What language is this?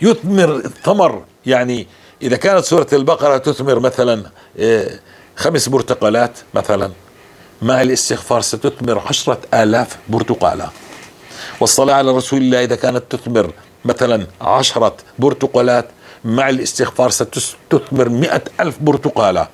North Levantine Arabic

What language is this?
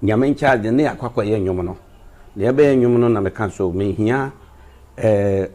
Akan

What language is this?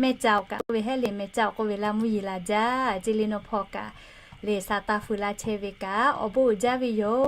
Lahu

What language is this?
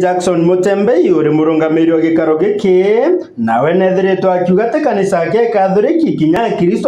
Meru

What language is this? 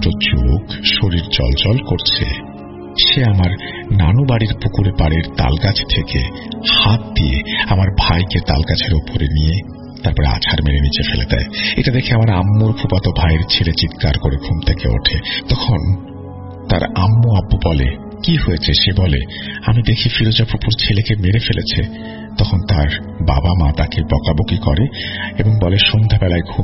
Bangla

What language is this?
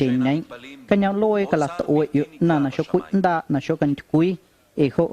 Guerrero Amuzgo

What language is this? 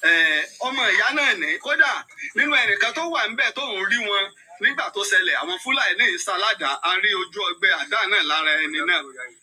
Yoruba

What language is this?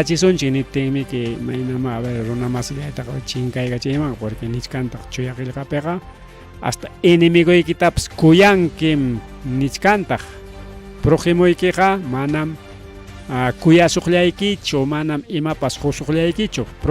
Ayacucho Quechua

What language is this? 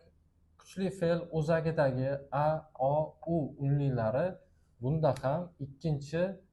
Uzbek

